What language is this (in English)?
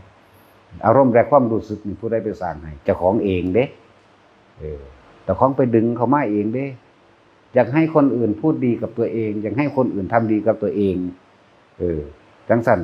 Northeastern Thai